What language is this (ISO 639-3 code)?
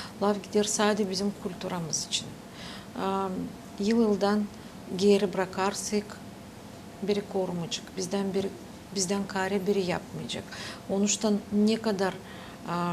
gag